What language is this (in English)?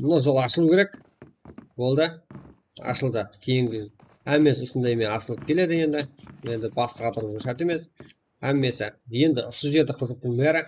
Kara-Kalpak